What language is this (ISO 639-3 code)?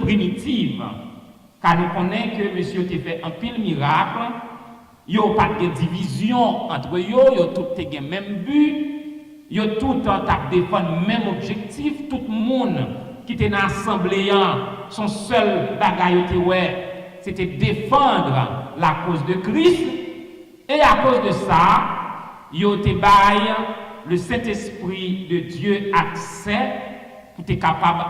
hat